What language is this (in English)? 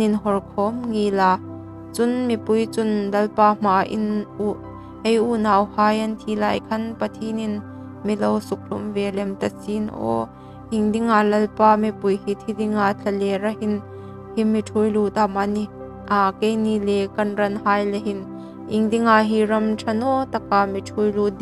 Hmar